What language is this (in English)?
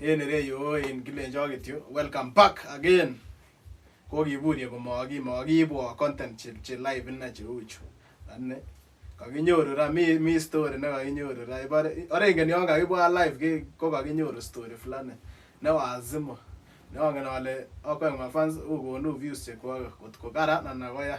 Kalenjin